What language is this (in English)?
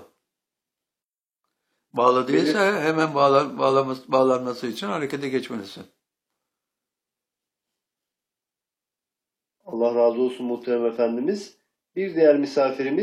Turkish